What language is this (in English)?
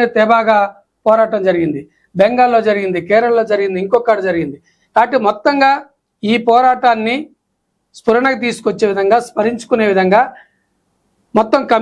Telugu